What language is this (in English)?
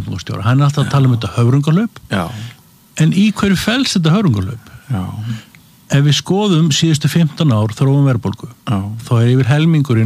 Icelandic